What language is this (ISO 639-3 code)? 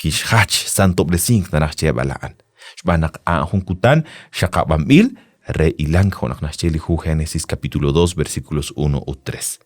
kek